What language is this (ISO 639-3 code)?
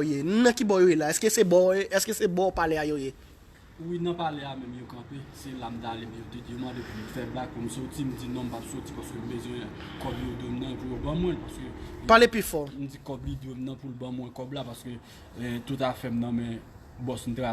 hat